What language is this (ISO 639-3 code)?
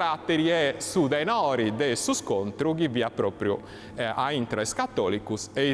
srd